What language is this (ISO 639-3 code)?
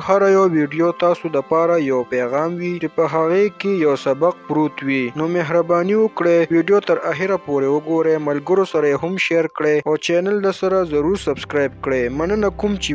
pus